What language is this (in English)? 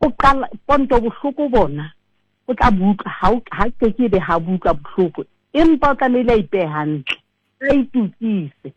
Southern Sotho